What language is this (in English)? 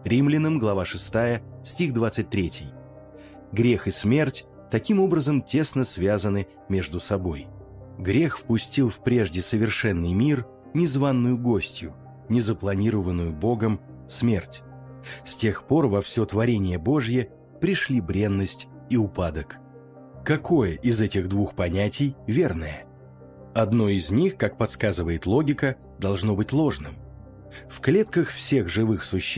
Russian